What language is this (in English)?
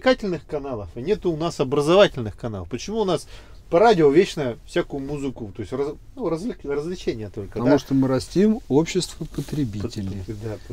Russian